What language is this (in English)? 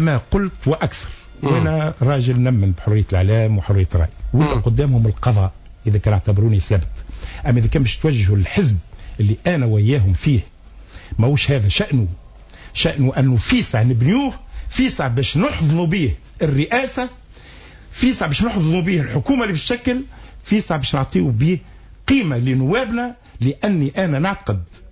Tunisian Arabic